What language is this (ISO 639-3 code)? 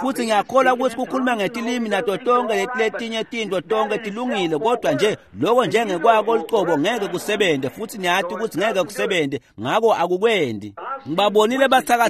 ssw